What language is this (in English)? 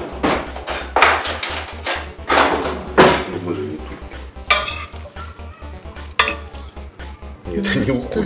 Russian